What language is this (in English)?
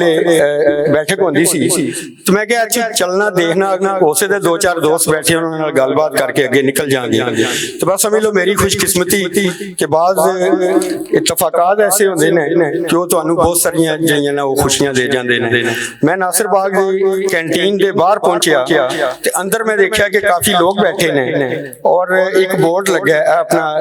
Western Panjabi